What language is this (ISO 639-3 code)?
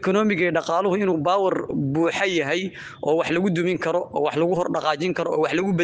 som